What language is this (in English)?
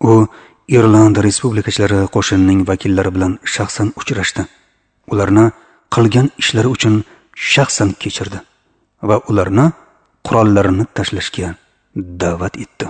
Uzbek